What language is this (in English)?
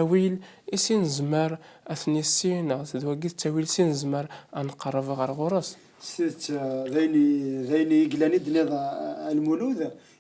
Kabyle